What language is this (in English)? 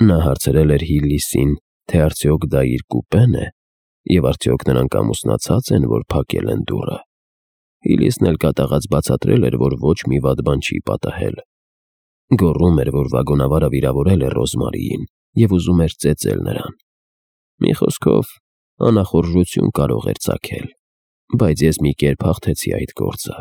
Armenian